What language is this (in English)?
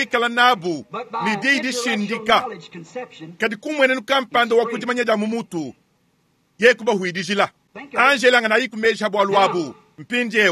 Luba-Lulua